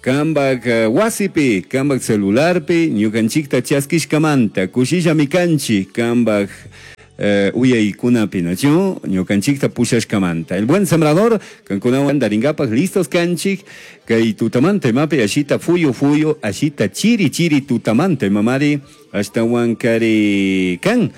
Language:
Chimborazo Highland Quichua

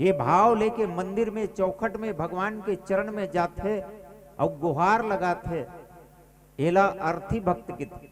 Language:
Chhattisgarhi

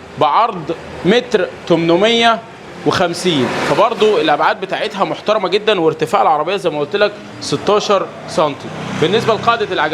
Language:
Egyptian Arabic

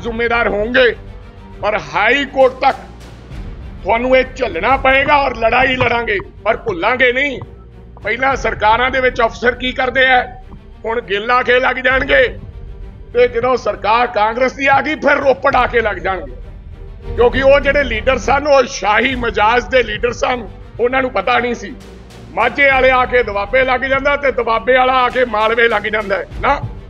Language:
Punjabi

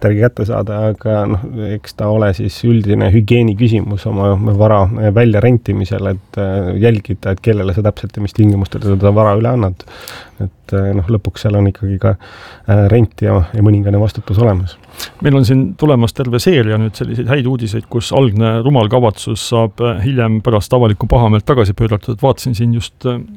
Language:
Estonian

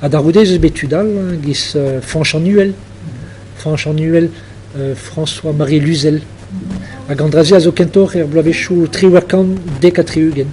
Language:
Breton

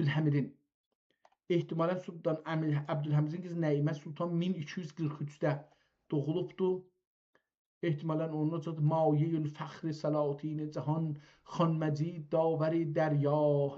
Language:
South Azerbaijani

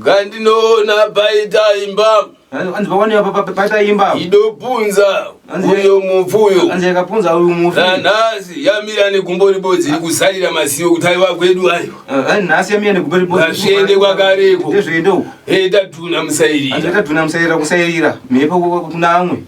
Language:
Shona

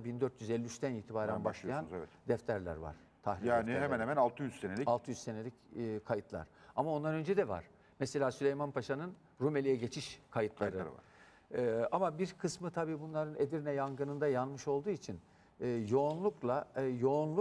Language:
Turkish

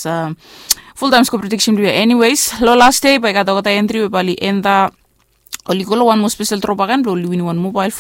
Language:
Bislama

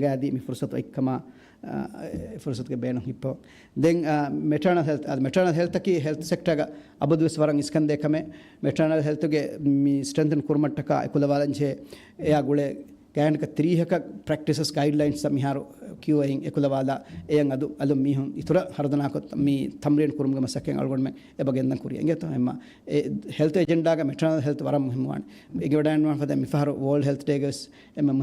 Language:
Divehi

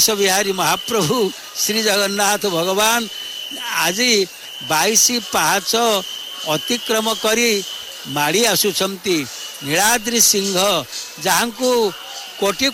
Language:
Odia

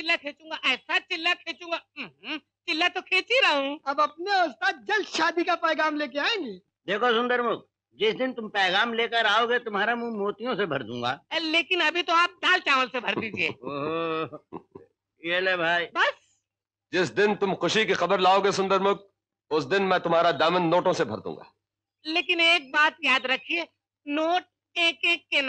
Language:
Hindi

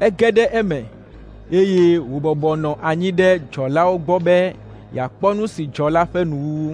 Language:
Ewe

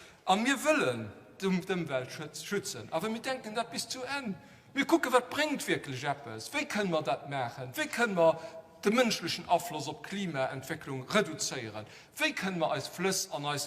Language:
Luxembourgish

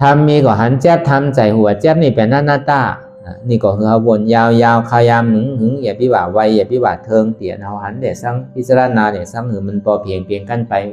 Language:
Shan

